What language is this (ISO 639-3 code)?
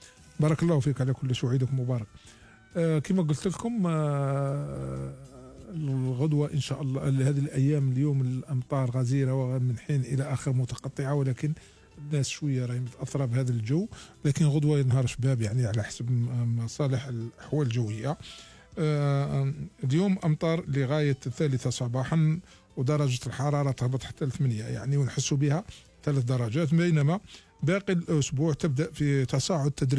arq